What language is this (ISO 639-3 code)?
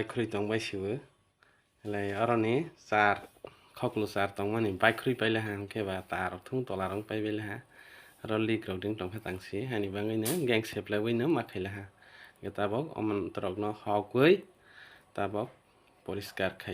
trp